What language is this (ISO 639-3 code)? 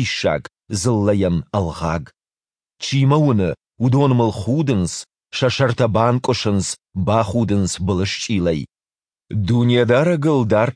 oss